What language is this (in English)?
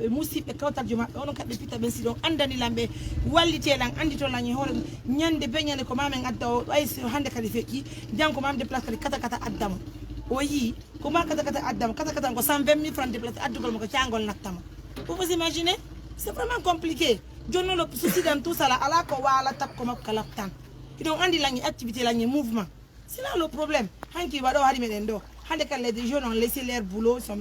Pular